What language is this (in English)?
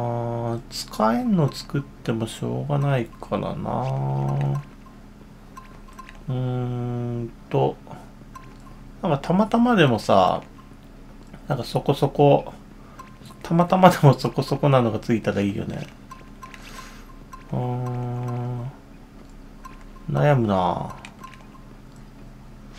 Japanese